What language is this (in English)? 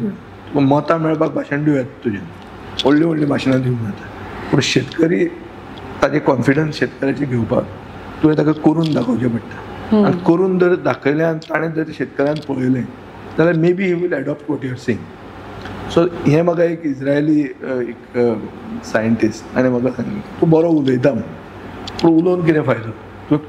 Konkani